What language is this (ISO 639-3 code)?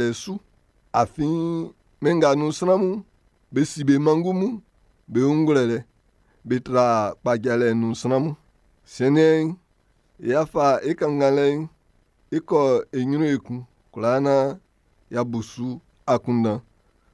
bci